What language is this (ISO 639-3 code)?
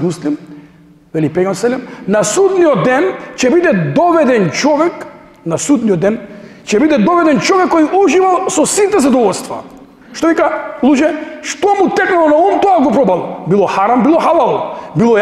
mkd